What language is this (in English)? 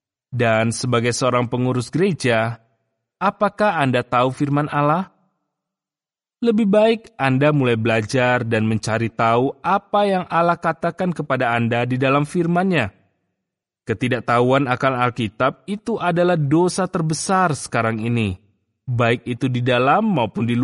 Indonesian